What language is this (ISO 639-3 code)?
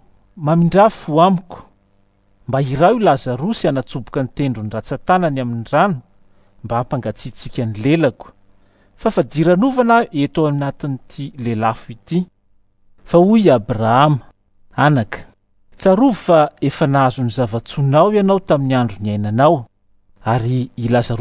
mlg